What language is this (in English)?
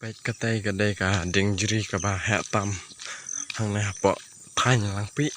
Khasi